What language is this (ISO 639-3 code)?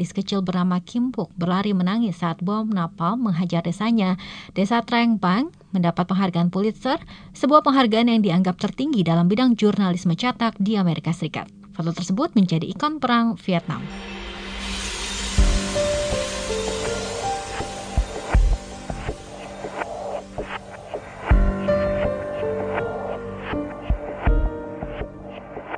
ind